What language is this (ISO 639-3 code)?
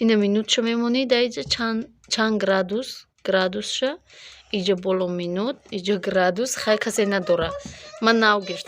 tgk